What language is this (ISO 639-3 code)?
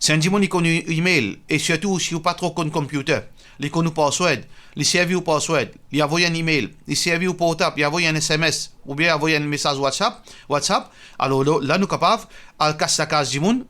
mfe